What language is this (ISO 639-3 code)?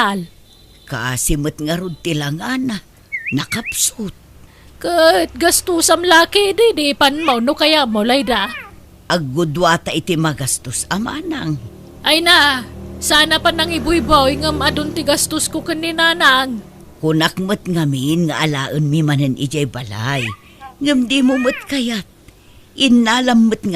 ilo